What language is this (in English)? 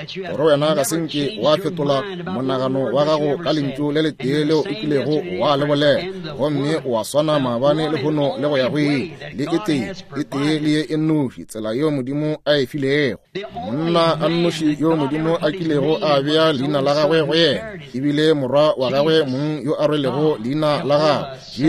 Northern Sotho